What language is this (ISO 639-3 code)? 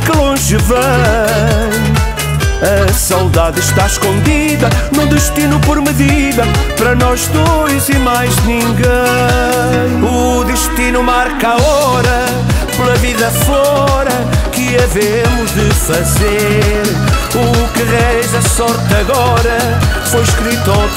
por